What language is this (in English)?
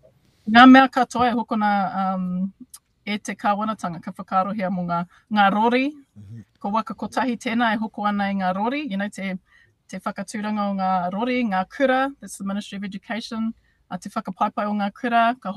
Māori